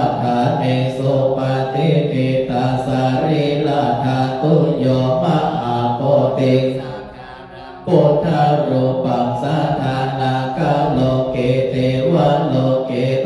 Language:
Pali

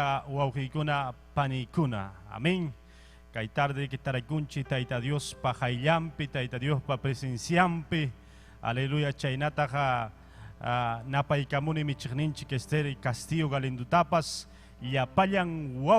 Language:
Ayacucho Quechua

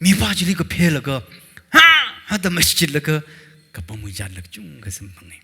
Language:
Tangkhul Naga (India)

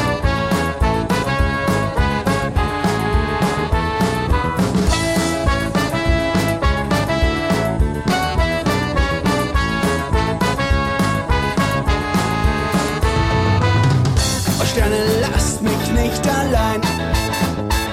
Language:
German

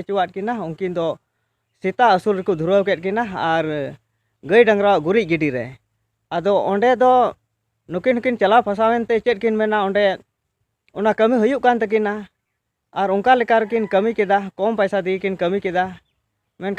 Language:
Santali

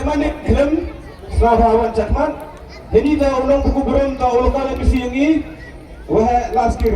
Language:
Khasi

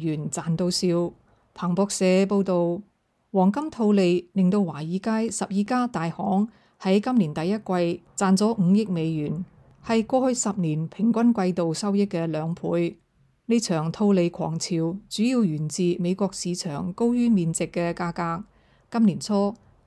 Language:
Cantonese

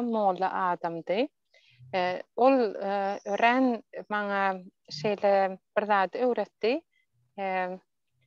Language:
Turkmen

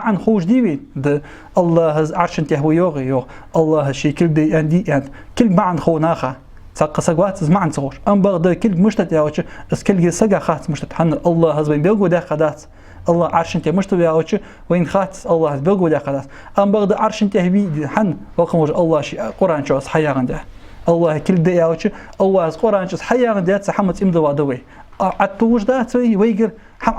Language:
Ingush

